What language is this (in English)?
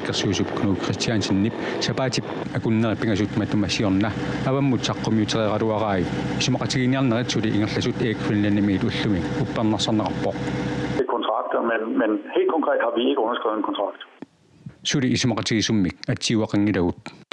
Kalaallisut